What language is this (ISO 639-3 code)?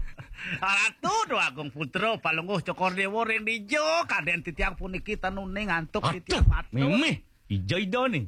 ban